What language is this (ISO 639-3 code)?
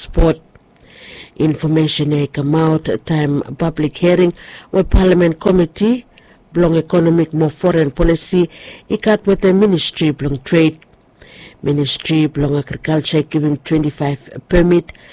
bis